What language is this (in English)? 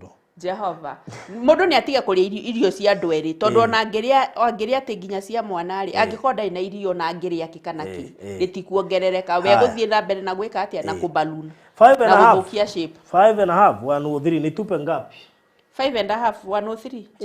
Kikuyu